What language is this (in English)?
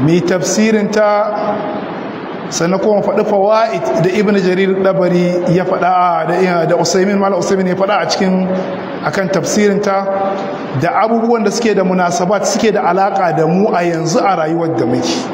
Hausa